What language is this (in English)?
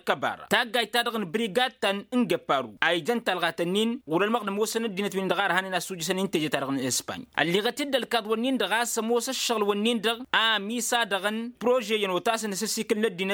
Tamasheq